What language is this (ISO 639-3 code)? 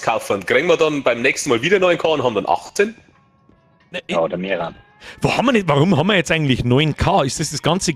bar